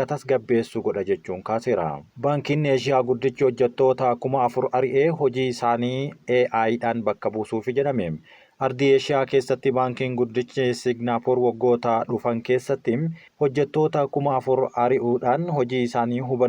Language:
Oromo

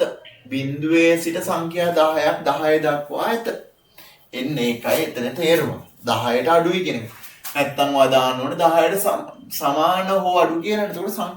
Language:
Sinhala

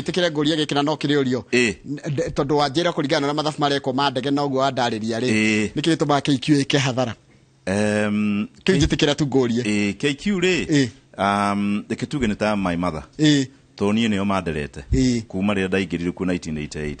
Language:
Kikuyu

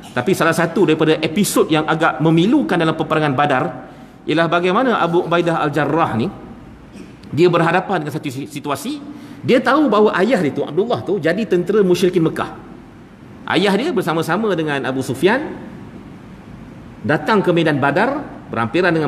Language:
Malay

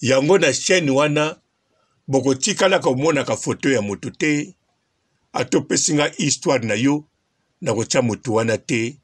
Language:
Lingala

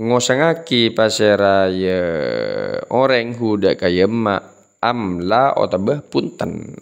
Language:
Madurese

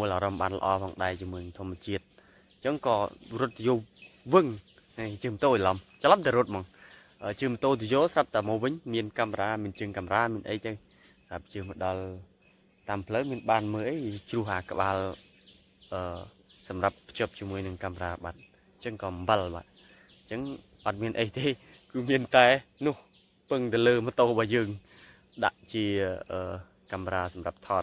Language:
Khmer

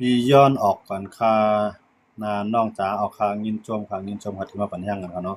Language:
Shan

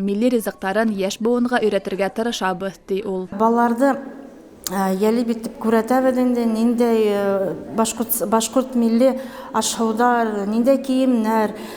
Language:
Bashkir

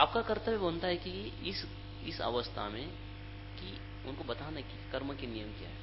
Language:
Hindi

